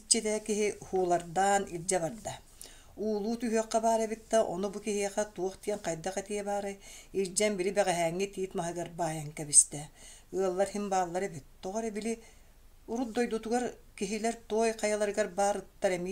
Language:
Yakut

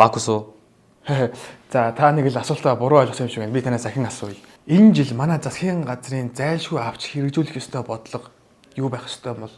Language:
Mongolian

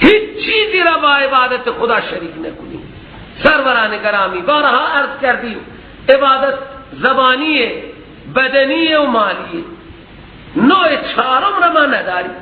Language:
Persian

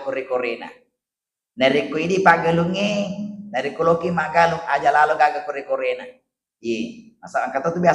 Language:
Buginese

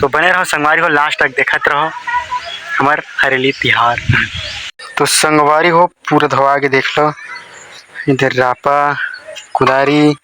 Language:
Chhattisgarhi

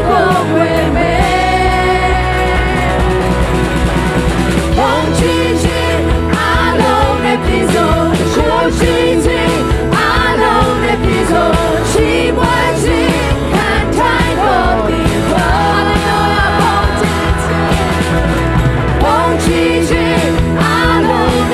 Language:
Burmese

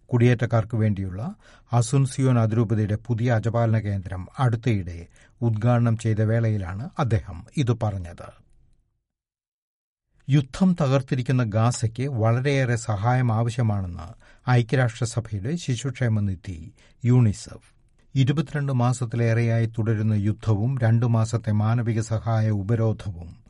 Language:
Malayalam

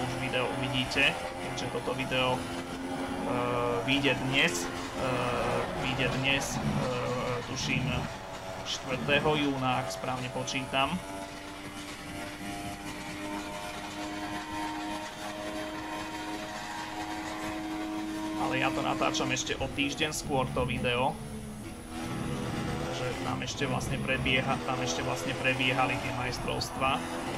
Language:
Slovak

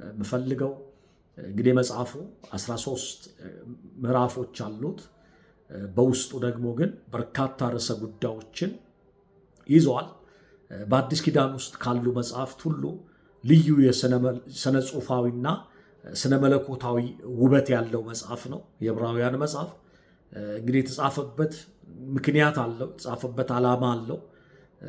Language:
Amharic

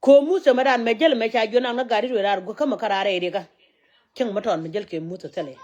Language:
Nuer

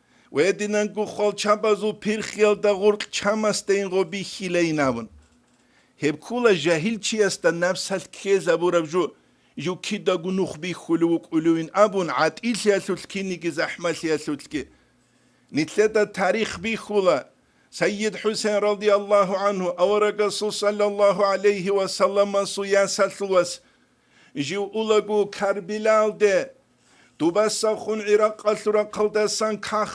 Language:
Avaric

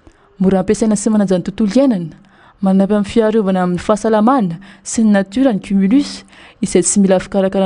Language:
Malagasy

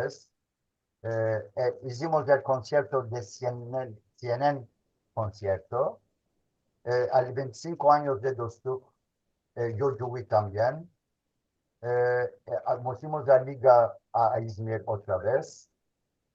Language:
Ladino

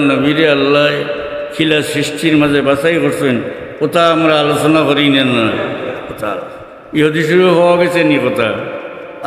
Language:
Sylheti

